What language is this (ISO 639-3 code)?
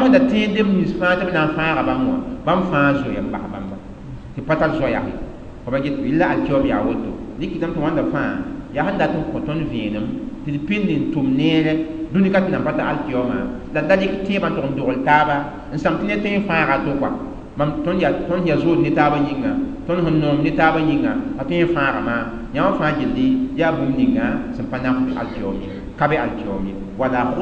mos